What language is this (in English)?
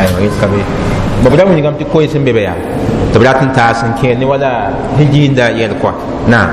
Mossi